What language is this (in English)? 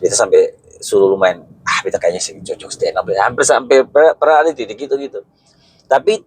Ambonese Malay